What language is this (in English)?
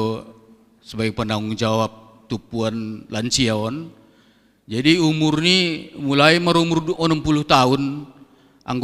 Batak Simalungun